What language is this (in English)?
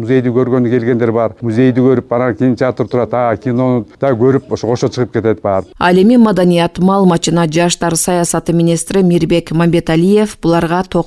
Kyrgyz